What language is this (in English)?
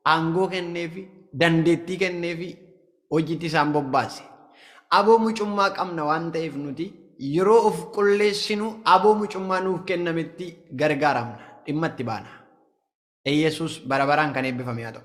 Oromo